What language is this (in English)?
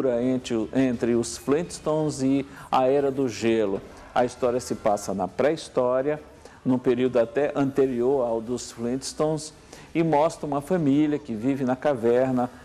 Portuguese